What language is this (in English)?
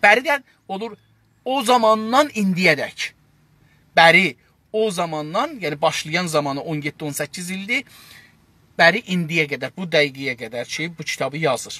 South Azerbaijani